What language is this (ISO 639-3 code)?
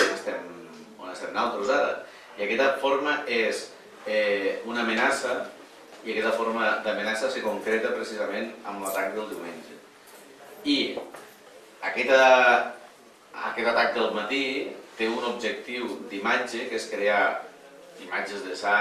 cat